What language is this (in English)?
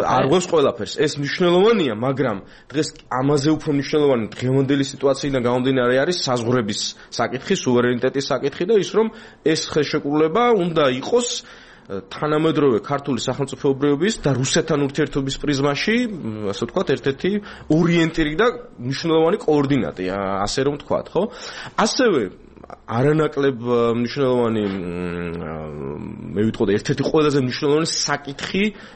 Georgian